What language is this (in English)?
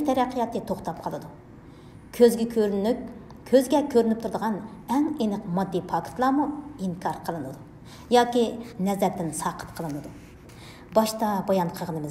Uyghur